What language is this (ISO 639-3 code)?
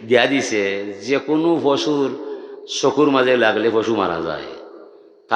syl